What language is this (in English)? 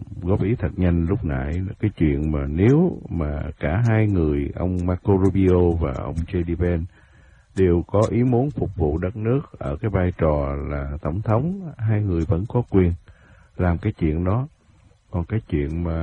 Vietnamese